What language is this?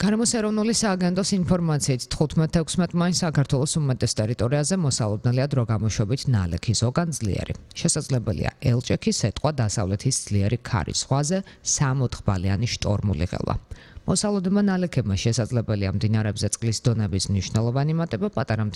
Georgian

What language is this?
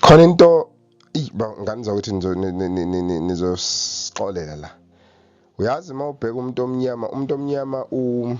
Zulu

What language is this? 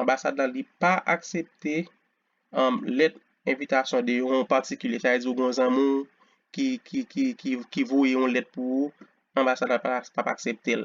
Haitian Creole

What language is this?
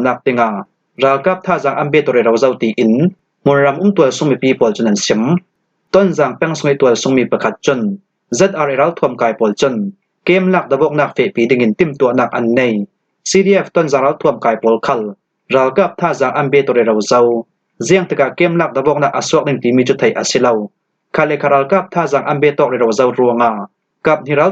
Falam Chin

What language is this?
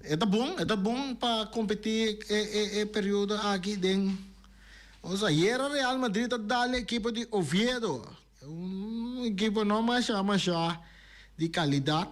Papiamento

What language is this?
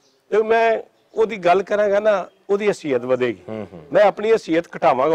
Western Panjabi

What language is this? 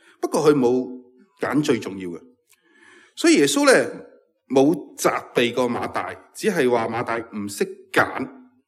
Cantonese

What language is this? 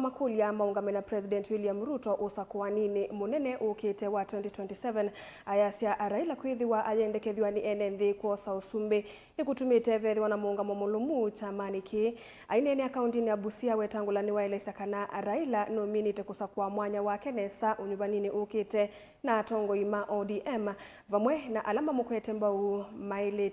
Kamba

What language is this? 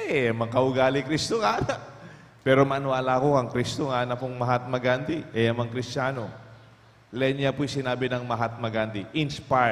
Pampanga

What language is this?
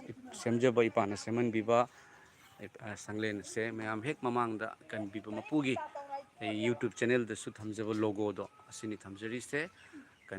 Manipuri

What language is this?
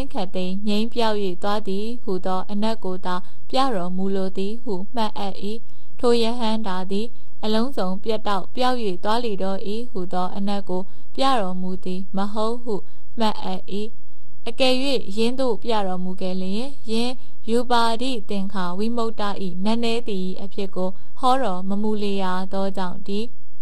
Burmese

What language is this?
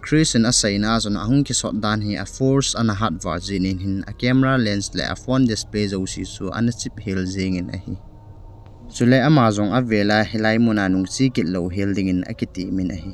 Thado Chin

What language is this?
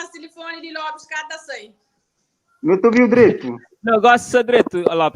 Kabuverdianu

